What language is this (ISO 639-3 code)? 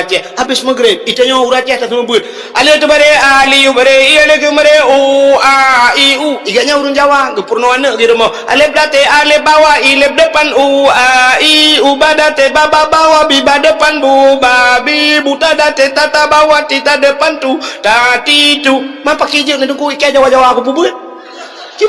ace